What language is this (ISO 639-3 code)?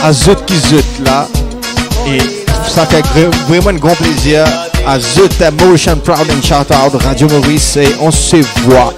mfe